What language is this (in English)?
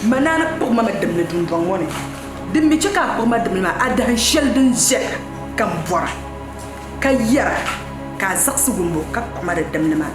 Dagbani